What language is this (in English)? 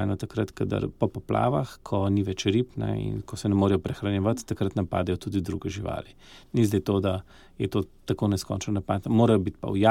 Slovenian